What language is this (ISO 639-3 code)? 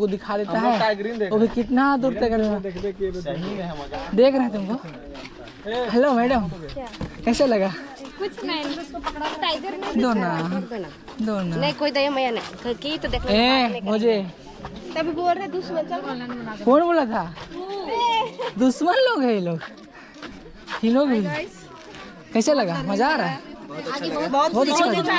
hin